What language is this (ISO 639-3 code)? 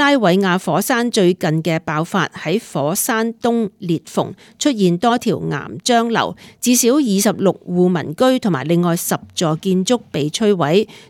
yue